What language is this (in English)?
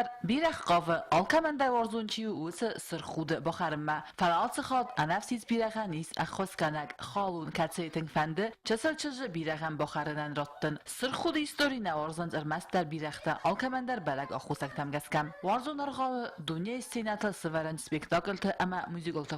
Ossetic